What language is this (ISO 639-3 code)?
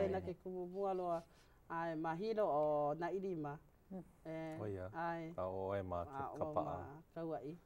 haw